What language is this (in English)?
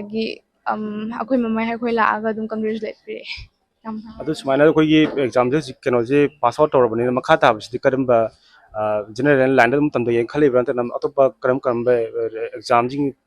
Manipuri